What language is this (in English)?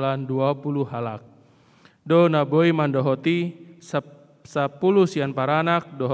Batak Toba